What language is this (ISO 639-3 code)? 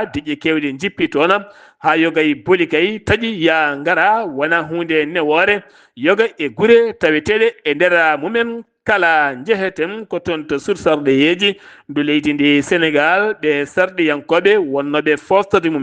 ful